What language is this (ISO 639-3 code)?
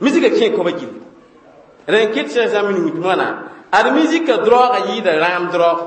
mos